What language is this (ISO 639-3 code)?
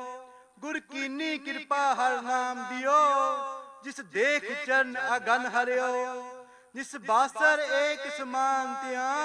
pan